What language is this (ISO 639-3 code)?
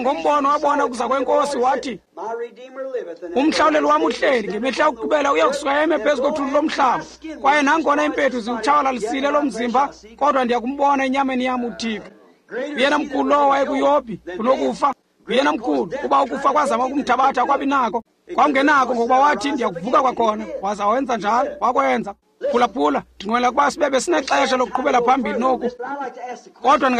xho